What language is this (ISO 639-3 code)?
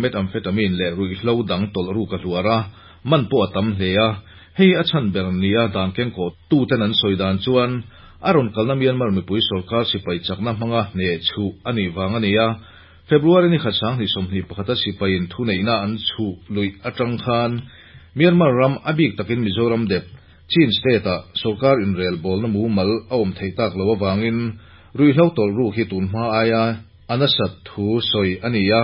lus